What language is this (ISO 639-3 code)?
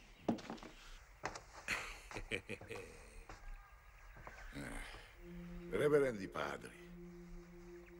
ita